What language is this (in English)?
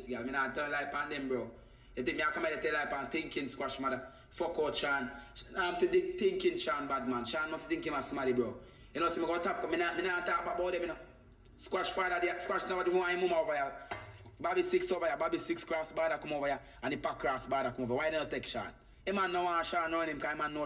Jamaican Creole English